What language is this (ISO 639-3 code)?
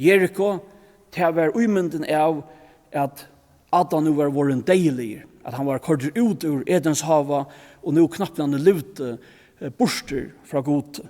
fao